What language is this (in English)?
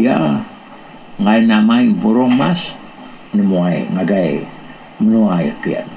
Iban